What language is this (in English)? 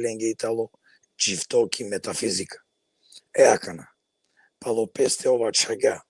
Balkan Romani